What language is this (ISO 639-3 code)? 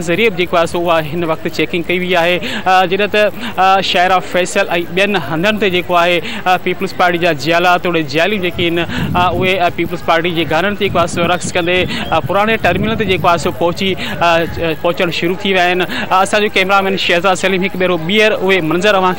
snd